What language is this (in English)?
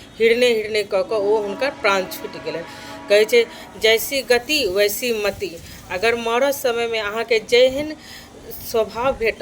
Maithili